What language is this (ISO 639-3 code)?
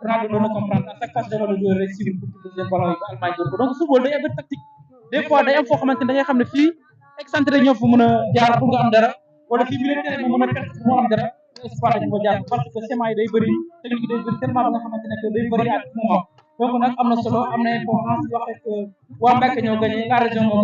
wol